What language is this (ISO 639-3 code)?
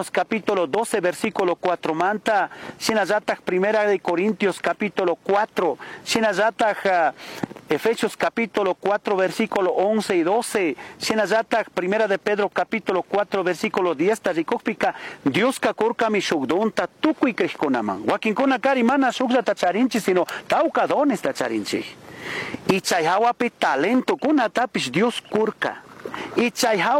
qug